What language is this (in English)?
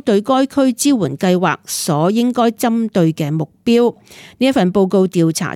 Cantonese